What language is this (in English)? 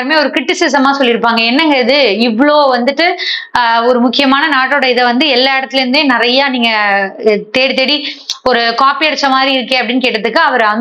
Tamil